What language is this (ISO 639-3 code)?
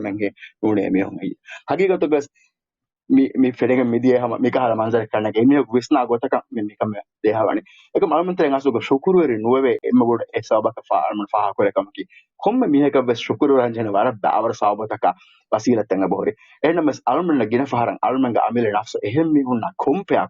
div